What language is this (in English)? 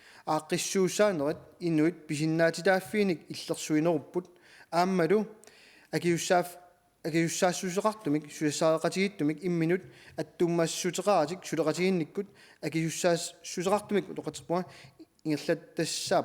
Kalaallisut